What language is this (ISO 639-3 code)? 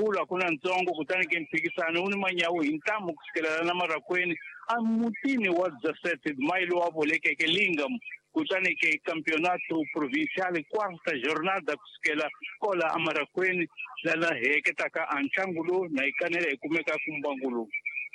tso